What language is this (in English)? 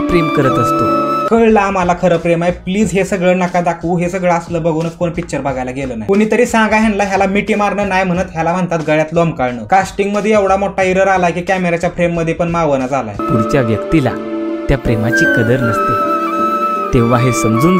Marathi